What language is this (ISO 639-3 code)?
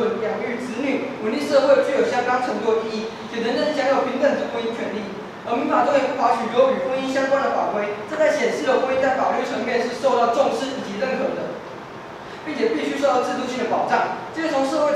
zho